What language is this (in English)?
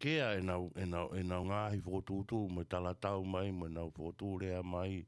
Tongan